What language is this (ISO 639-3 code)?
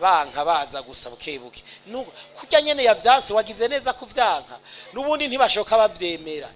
run